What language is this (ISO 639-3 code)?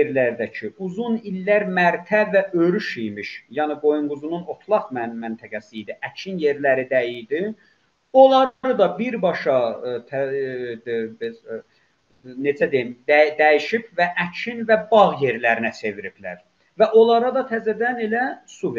azb